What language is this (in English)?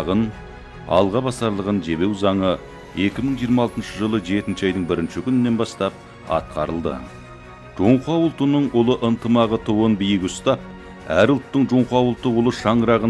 Kazakh